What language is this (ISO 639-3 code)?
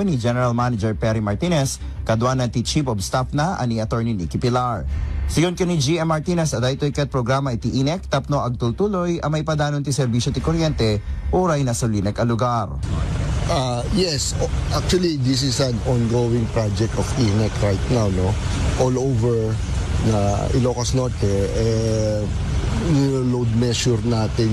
ilo